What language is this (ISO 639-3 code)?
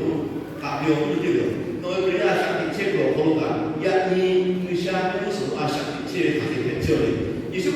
lhu